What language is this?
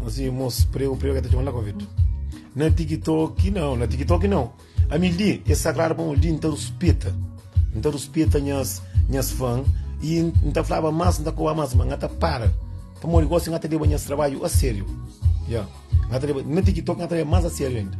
Kabuverdianu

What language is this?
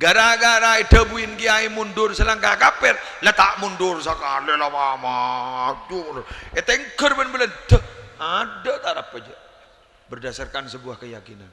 Madurese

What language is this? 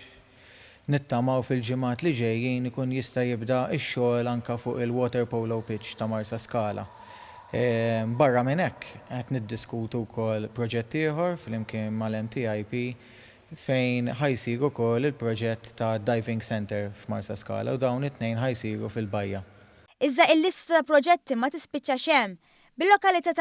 Maltese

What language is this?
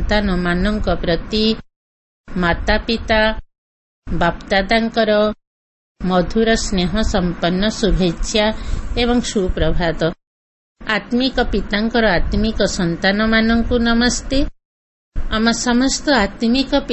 Odia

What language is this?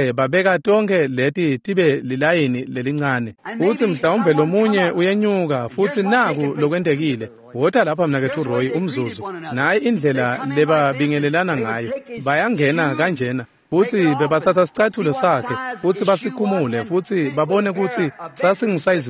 Swati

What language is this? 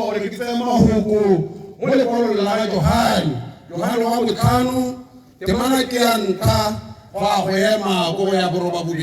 Tswana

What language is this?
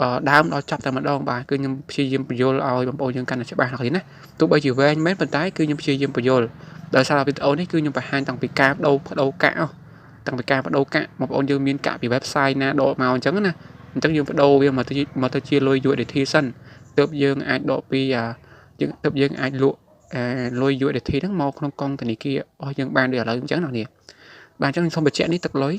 Khmer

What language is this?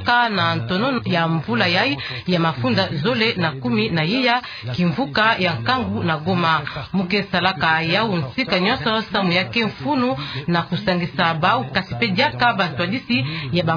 Kituba (Democratic Republic of Congo)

